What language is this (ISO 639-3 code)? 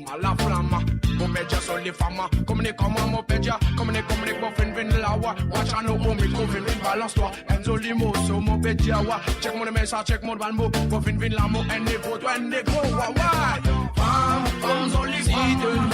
mfe